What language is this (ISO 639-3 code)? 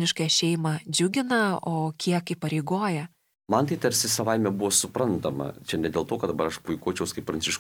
lit